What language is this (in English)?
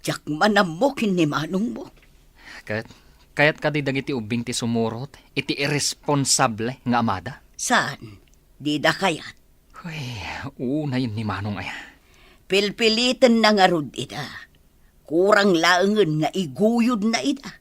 Iloko